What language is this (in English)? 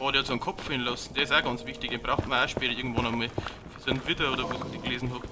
Bavarian